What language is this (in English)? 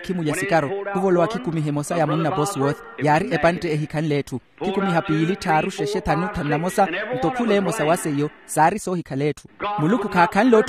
Makhuwa